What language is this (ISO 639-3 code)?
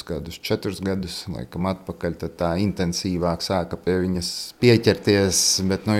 lav